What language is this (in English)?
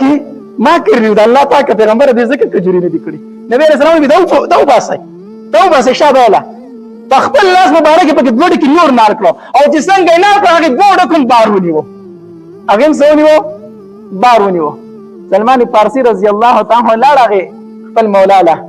Pashto